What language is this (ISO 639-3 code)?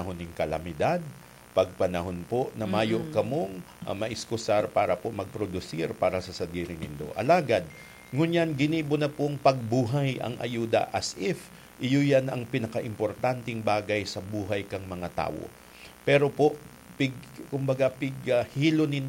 bik